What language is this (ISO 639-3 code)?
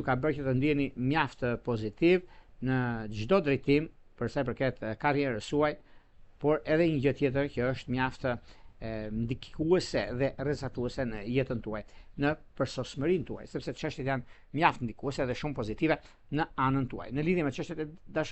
sqi